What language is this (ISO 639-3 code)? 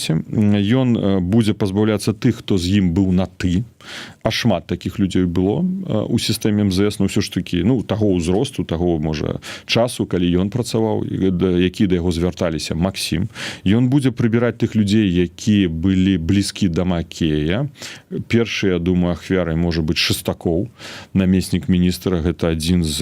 bel